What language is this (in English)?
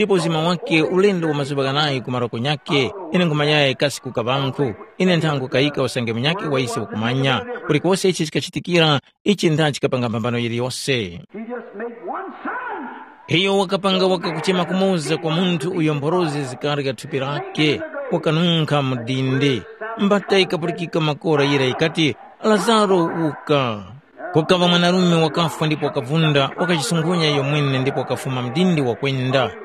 Tumbuka